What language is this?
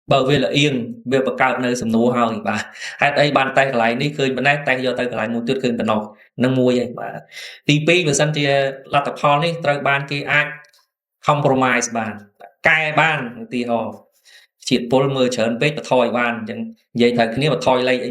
Khmer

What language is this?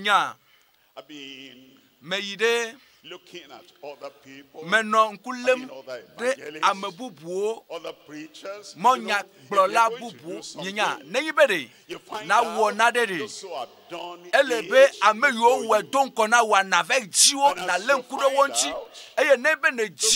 Ewe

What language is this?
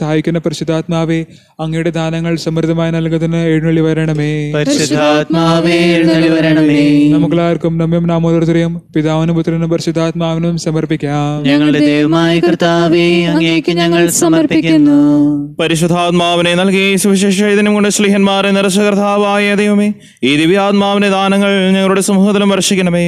Malayalam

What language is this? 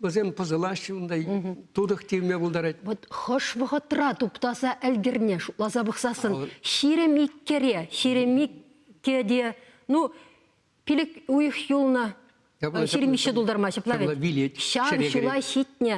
Chuvash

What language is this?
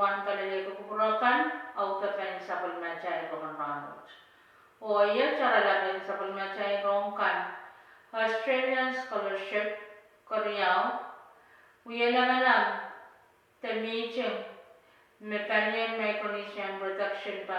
Pohnpeian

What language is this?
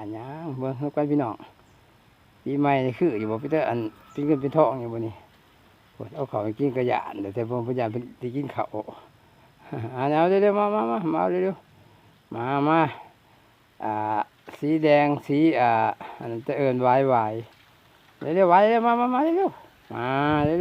Lao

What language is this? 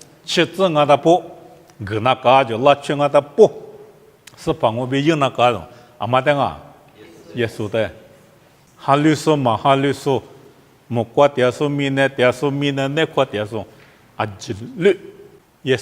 Lisu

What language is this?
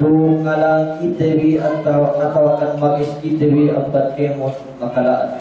Yakan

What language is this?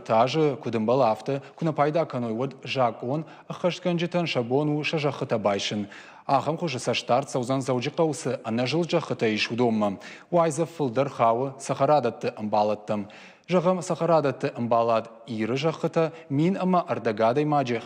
Ossetic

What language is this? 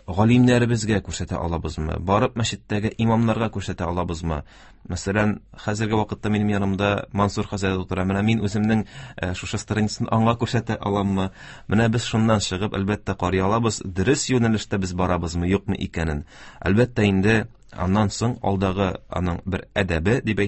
Tatar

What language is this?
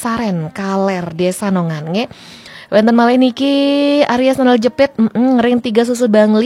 Balinese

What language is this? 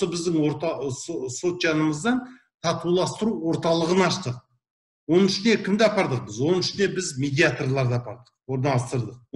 Kazakh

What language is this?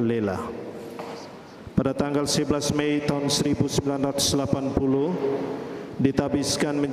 Indonesian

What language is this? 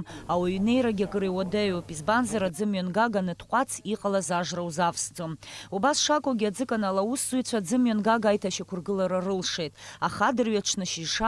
Abkhazian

